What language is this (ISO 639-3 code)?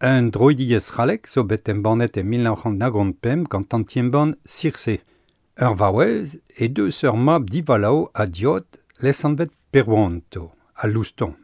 bre